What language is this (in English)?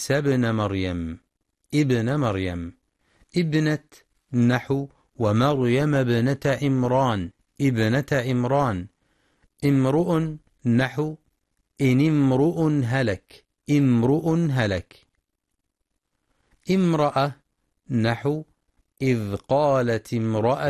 Arabic